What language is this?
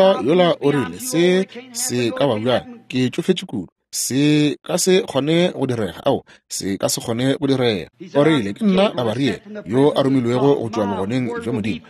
Northern Sotho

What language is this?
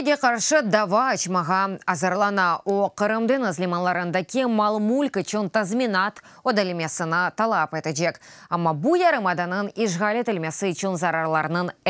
Crimean Tatar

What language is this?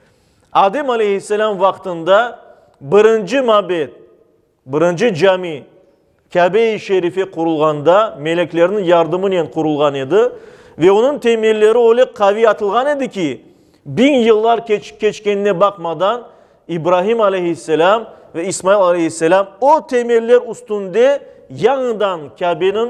Crimean Tatar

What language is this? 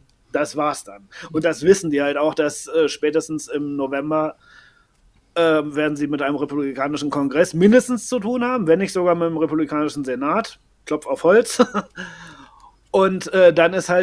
German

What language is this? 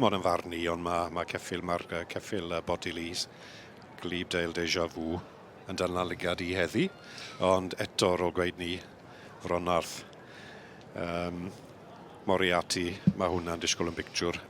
Welsh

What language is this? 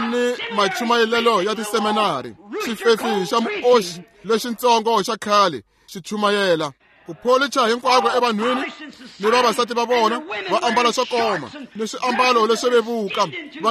Tsonga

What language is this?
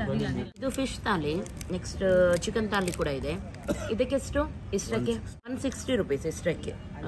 Kannada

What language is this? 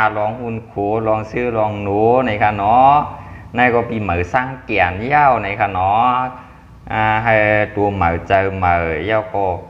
Shan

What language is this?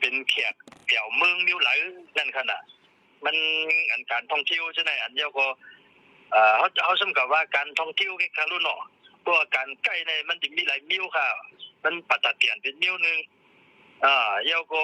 Shan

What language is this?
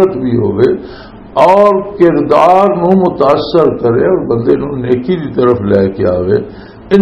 Western Panjabi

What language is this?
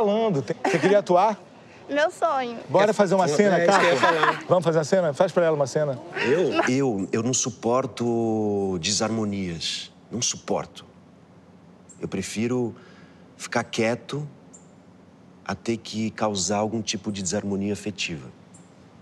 Portuguese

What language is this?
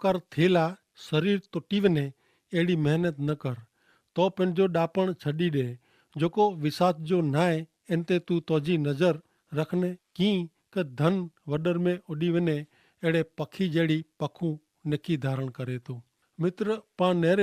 Kachhi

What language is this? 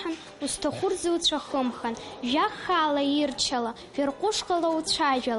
Abkhazian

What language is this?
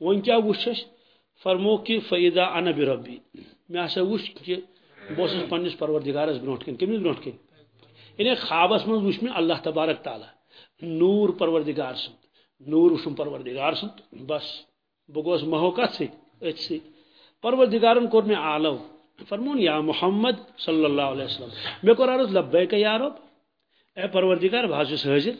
Kashmiri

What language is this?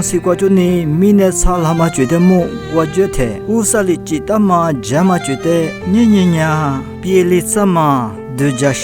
Lisu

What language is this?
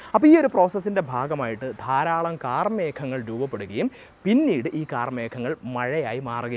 Malayalam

